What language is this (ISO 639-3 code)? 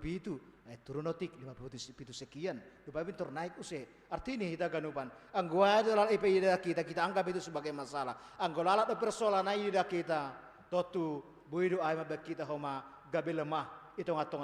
bts